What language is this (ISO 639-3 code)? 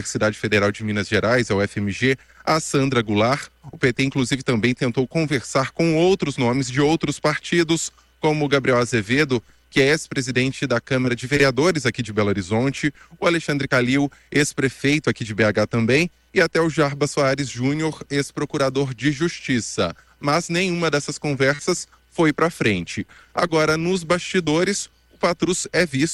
por